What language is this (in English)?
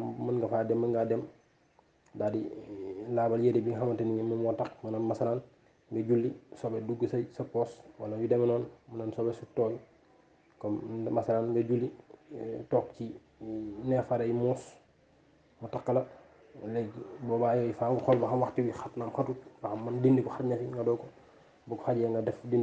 Wolof